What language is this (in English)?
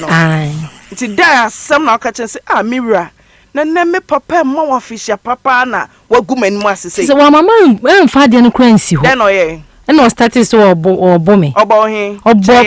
Akan